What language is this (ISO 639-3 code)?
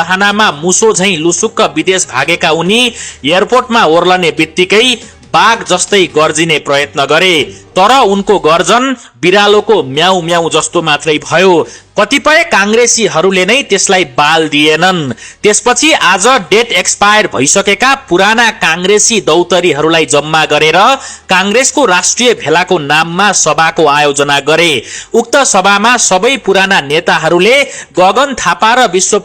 nep